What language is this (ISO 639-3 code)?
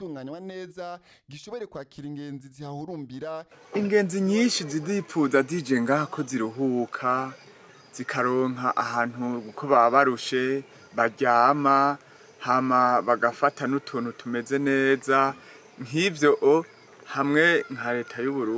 run